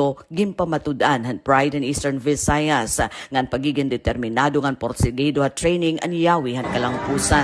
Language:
Waray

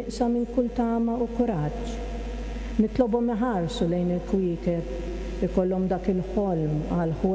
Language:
Maltese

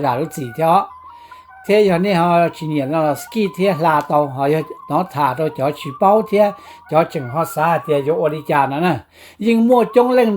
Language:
Hmong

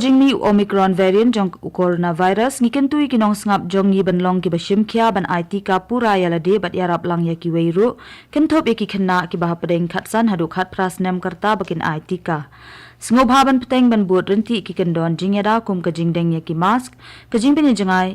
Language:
Khasi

